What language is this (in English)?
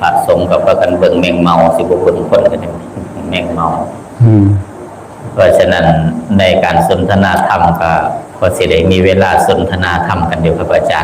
Northeastern Thai